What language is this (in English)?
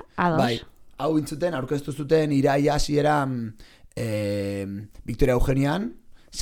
Basque